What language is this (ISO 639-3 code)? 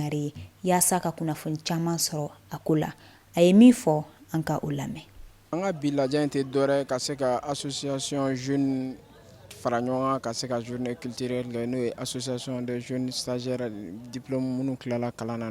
bam